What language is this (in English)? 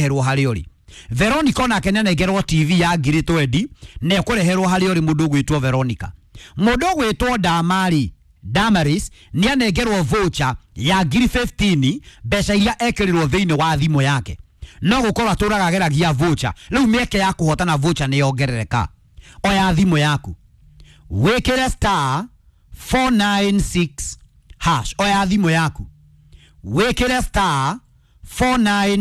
Kikuyu